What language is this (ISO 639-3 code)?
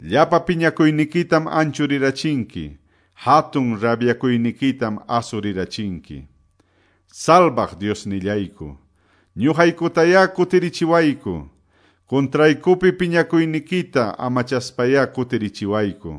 que